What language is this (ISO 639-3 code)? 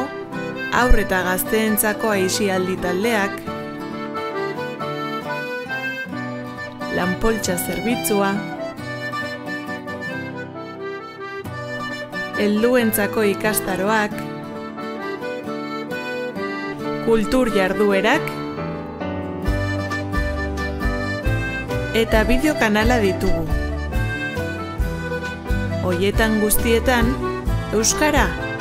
eus